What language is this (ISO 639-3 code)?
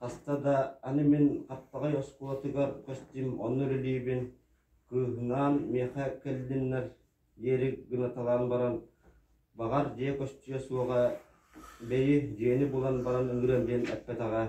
sah